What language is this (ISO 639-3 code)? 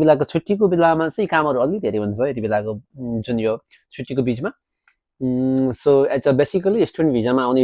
nep